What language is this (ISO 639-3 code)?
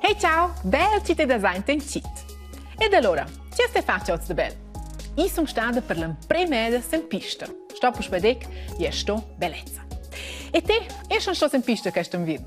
roh